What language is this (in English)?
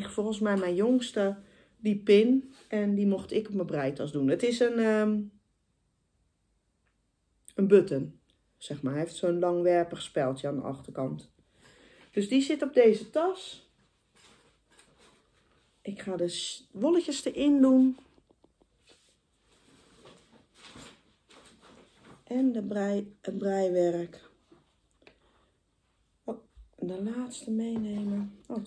Dutch